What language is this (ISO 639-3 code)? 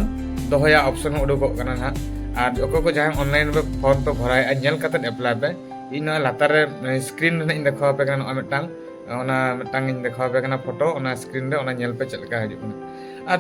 sat